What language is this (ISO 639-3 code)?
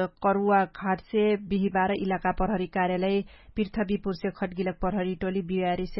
thl